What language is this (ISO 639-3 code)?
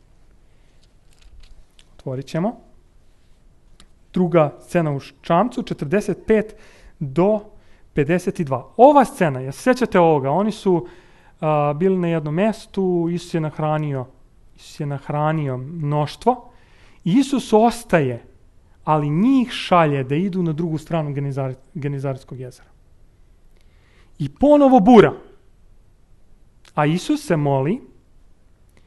srp